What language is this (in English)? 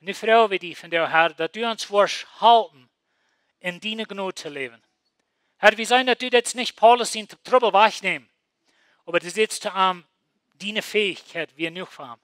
Plautdietsch